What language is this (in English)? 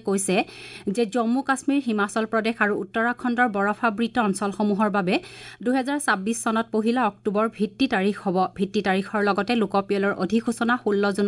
Assamese